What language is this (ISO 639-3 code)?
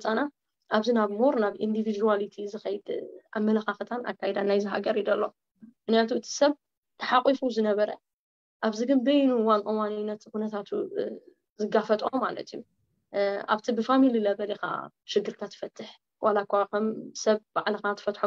tir